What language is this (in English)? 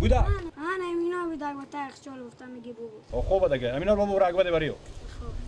Persian